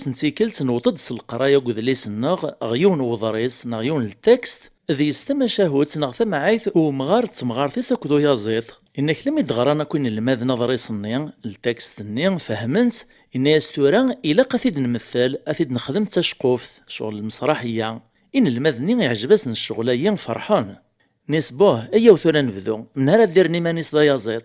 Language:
Kabyle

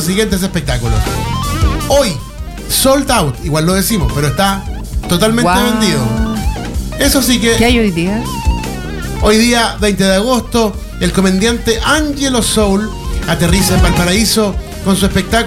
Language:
Spanish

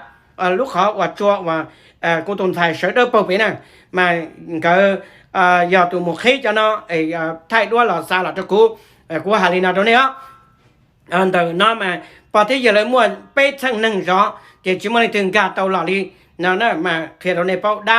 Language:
Hmong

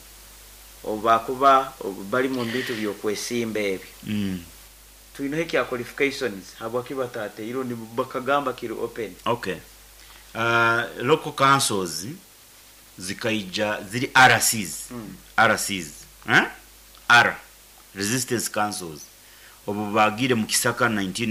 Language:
Nyoro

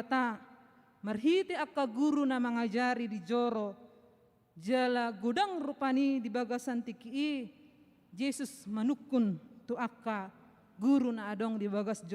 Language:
Batak Toba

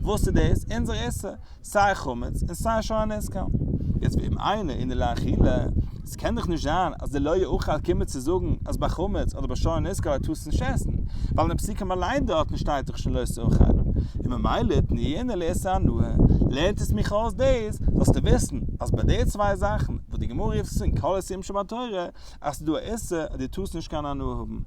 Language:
Yiddish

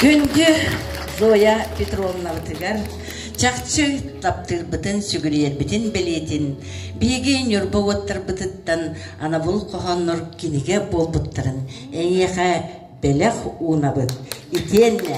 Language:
Yakut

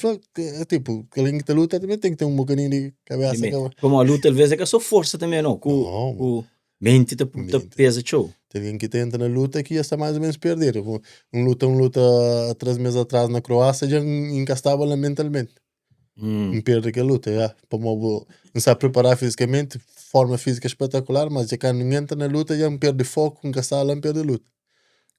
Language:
Kabuverdianu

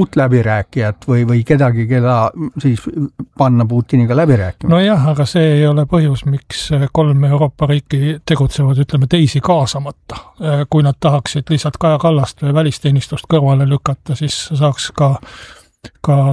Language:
Estonian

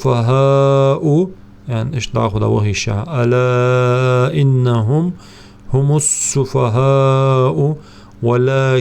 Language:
Ingush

